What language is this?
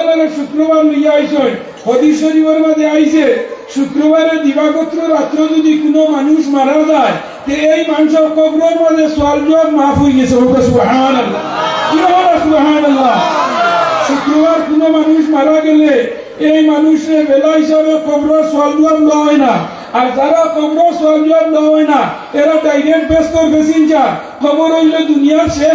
Sylheti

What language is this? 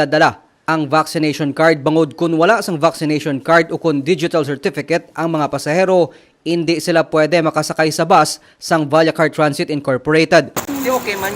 Hiligaynon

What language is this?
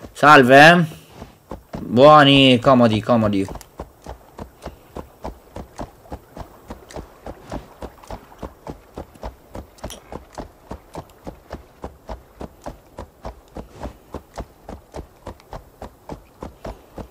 Italian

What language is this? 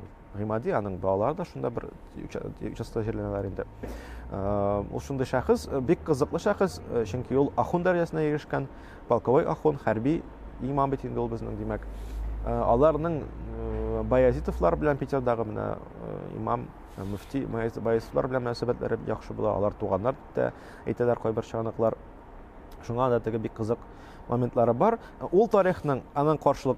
Tatar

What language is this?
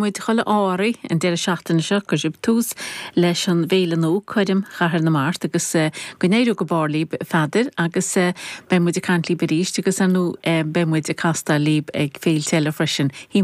Irish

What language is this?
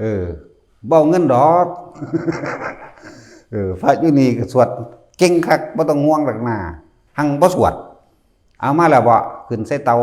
Lao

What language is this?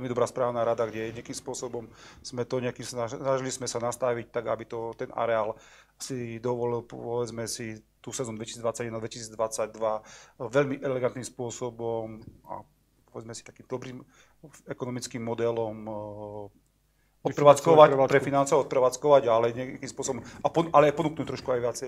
Slovak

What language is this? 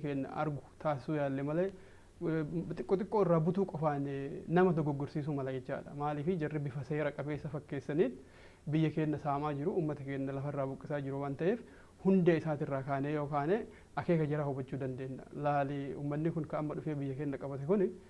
Oromo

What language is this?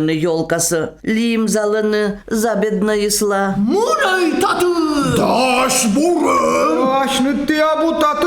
Komi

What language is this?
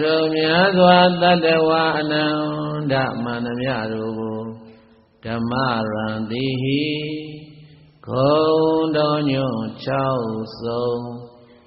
Burmese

